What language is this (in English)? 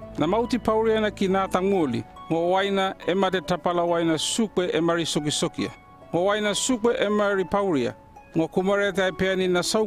North Efate